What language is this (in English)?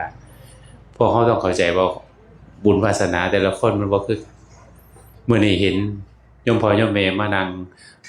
Northeastern Thai